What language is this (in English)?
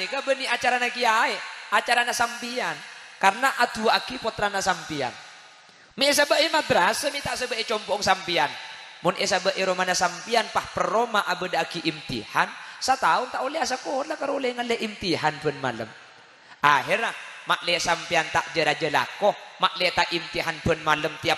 Madurese